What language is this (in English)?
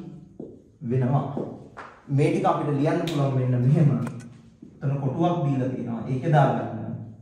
Sinhala